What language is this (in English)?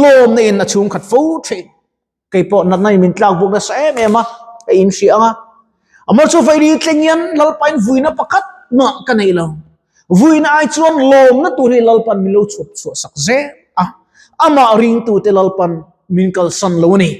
Mizo